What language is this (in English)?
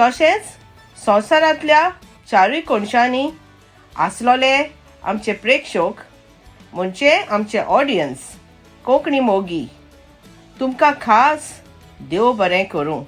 Konkani